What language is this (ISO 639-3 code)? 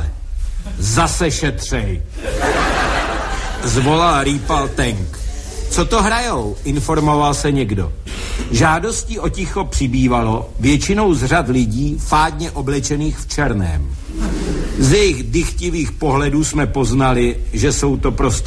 ces